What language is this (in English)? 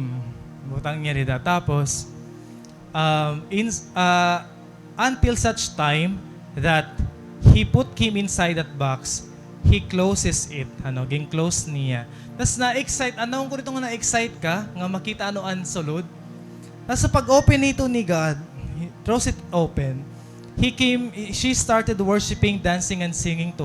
Waray